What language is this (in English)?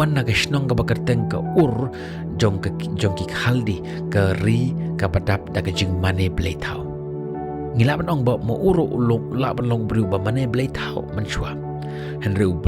Khasi